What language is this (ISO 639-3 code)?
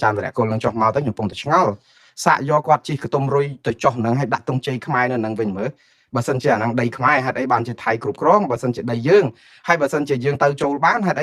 khm